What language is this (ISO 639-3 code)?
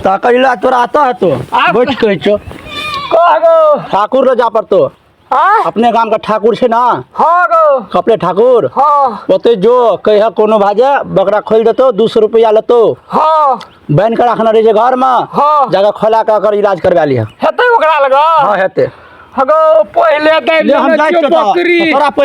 mai